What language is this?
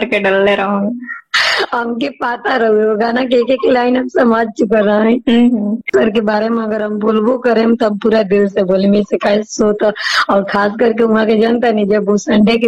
Bhojpuri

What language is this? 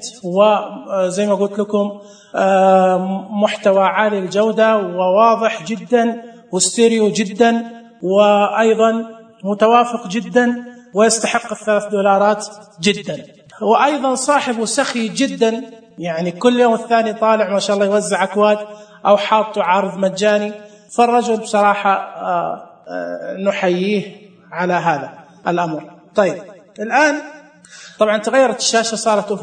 Najdi Arabic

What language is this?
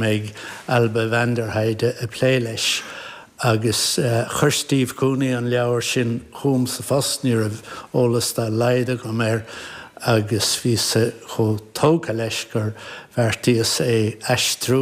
Irish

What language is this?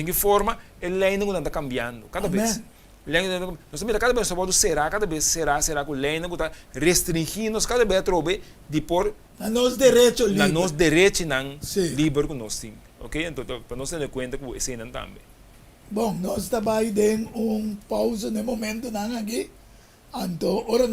Papiamento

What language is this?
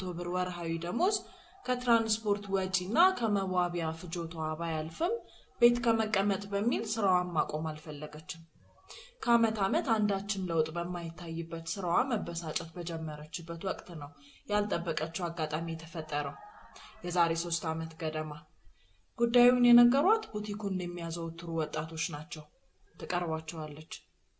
Amharic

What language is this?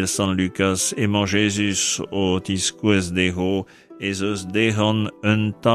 Breton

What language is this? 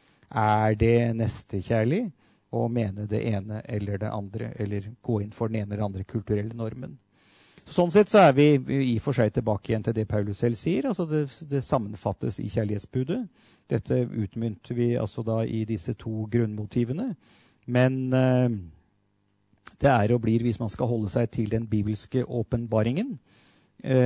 Norwegian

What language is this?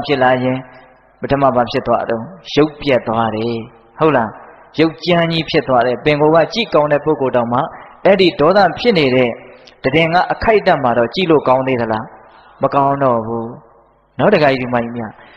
Burmese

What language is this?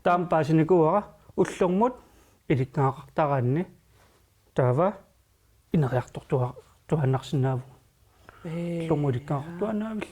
Kalaallisut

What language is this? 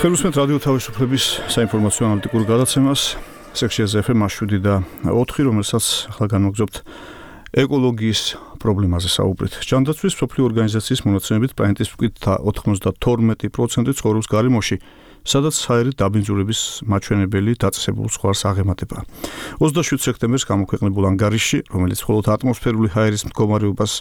Georgian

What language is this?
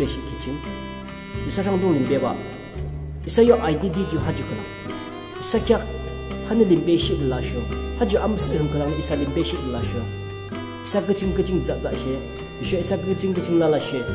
Yimchungru Naga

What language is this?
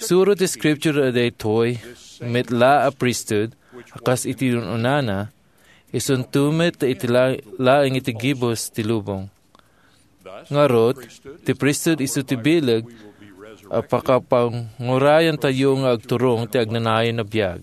Iloko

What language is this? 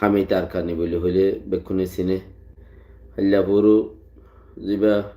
Rohingya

